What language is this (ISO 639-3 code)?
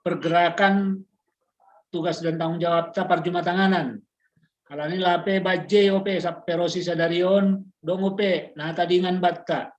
bts